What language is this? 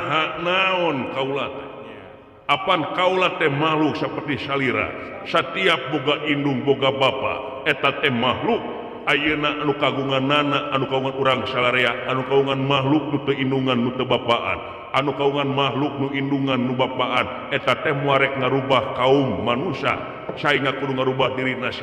Sundanese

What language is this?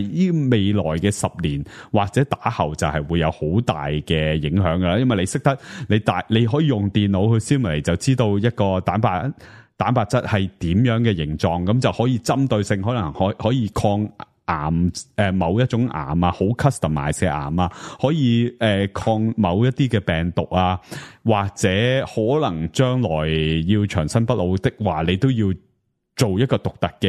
Cantonese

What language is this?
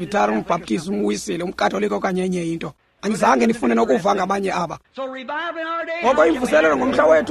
Xhosa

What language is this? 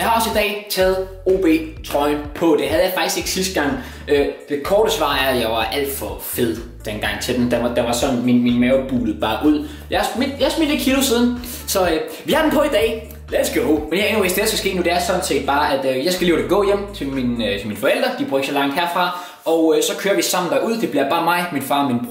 Danish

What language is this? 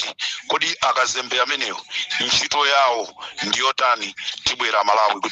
Nyanja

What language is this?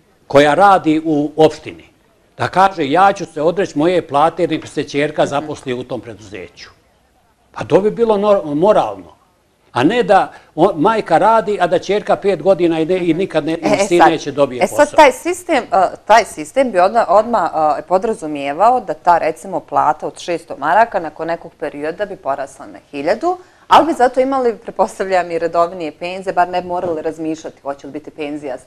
Bosnian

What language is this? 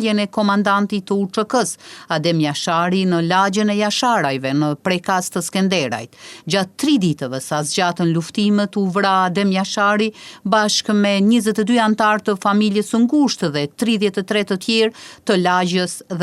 Albanian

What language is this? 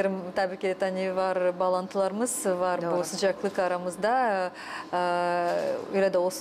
Gagauz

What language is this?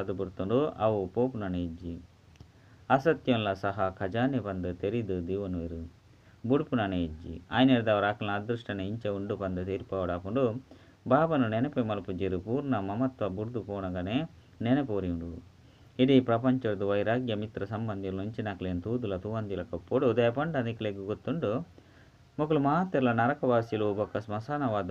Tulu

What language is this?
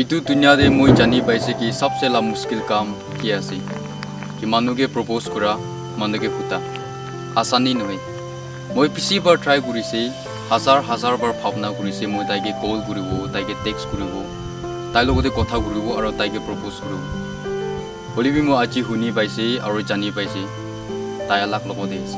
Naga Pidgin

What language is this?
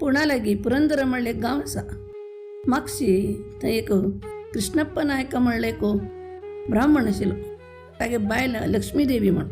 Konkani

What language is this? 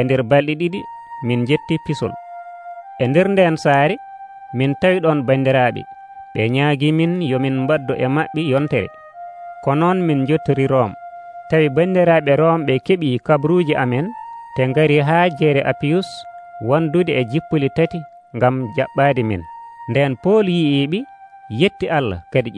Nigerian Fulfulde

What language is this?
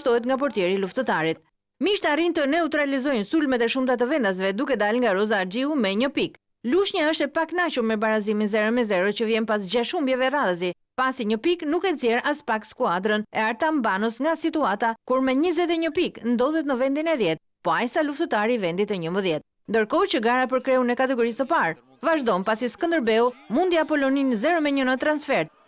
Albanian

